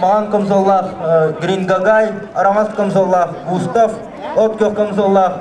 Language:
Yakut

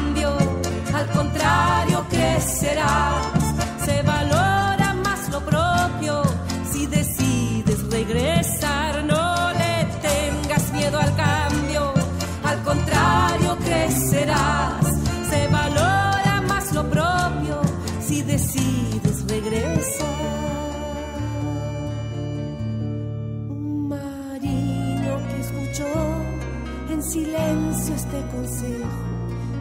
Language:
Spanish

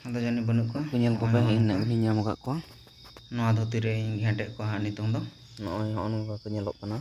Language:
Santali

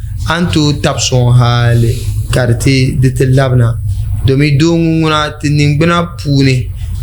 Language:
Dagbani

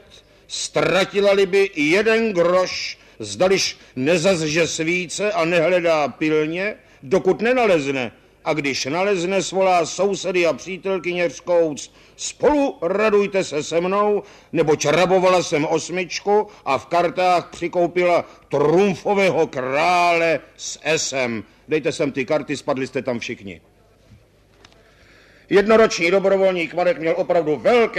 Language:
Czech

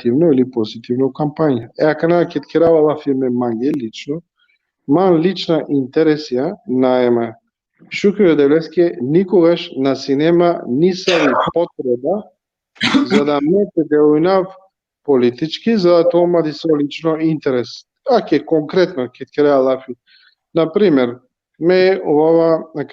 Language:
Balkan Romani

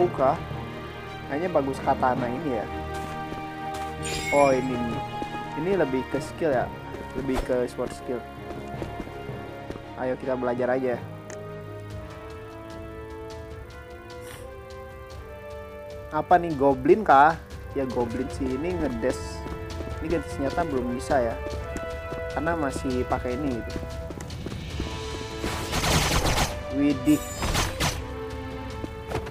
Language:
Indonesian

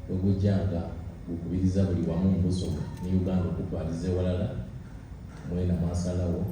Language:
Soga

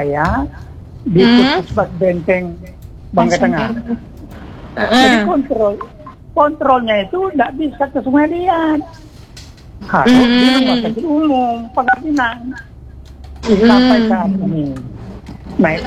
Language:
Indonesian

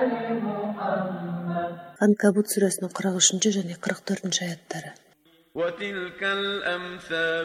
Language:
Kazakh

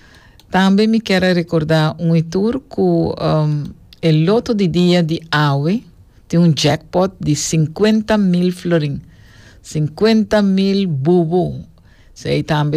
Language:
Papiamento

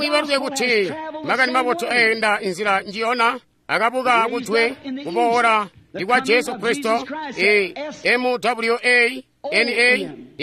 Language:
Tonga (Zambia)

